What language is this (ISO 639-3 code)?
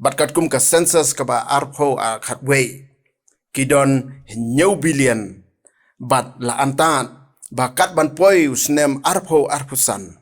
kha